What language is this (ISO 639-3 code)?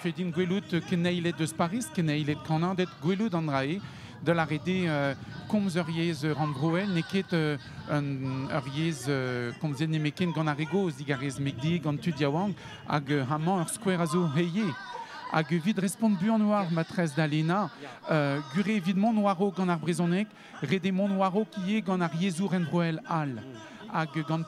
bre